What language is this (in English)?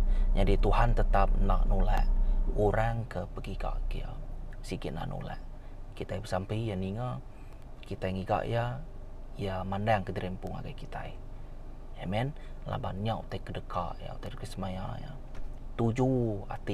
Iban